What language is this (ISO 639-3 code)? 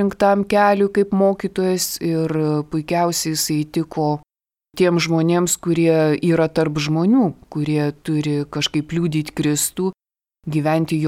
lit